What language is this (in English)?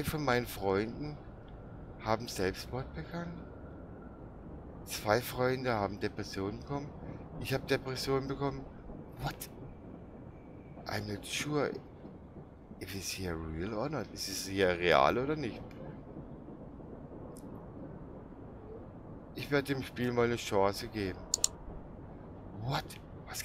German